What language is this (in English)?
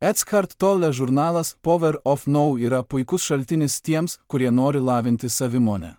Lithuanian